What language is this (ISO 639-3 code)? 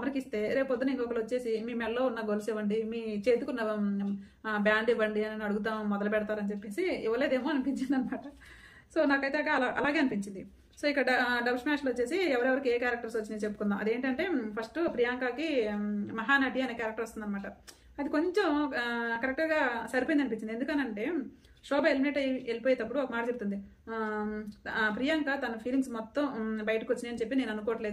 tel